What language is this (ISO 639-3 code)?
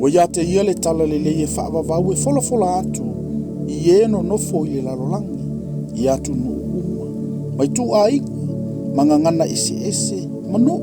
smo